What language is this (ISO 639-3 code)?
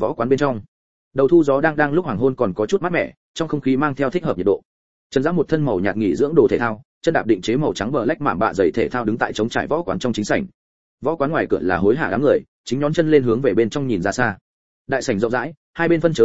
vie